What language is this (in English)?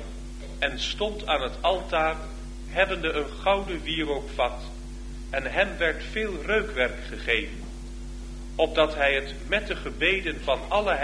Dutch